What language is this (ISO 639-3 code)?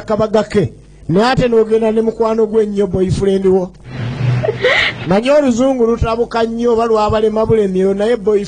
lug